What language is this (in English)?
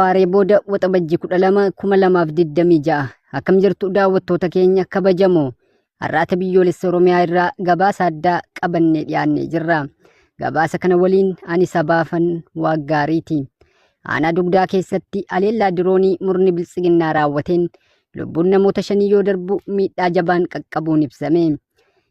Oromo